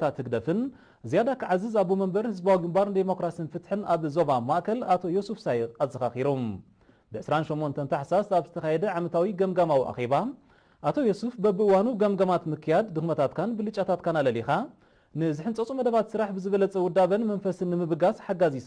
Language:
Tigrinya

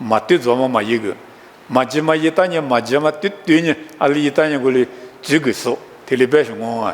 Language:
Lisu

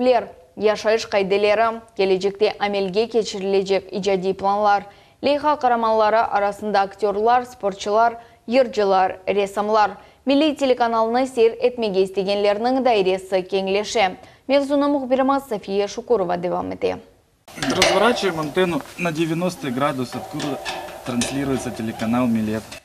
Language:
Crimean Tatar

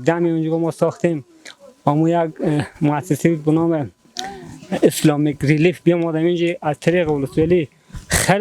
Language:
Persian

